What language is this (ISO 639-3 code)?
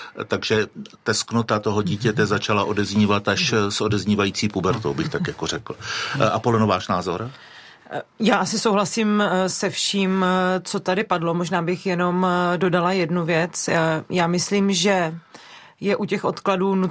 ces